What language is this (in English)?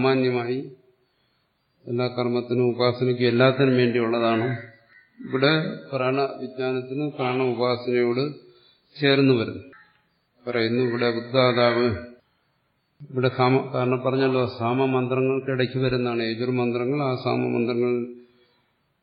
Malayalam